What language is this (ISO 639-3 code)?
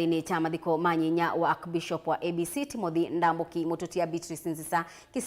kam